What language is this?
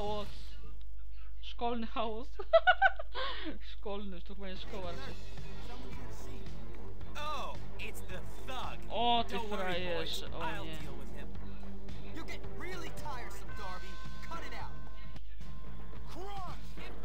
Polish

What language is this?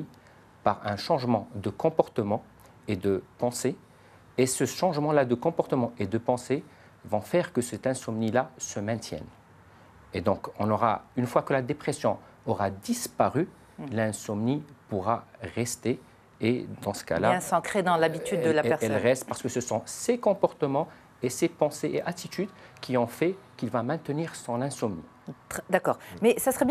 French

